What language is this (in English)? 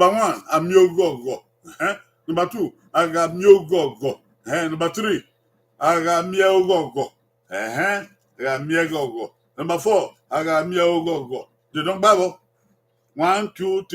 Bini